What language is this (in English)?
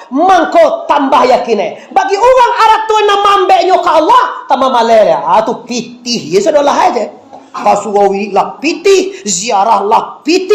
Minangkabau